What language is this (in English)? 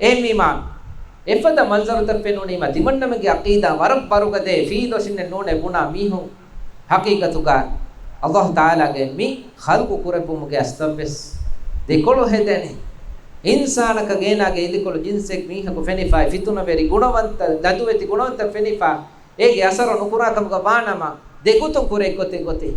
Divehi